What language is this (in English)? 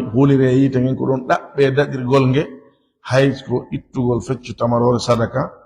Fula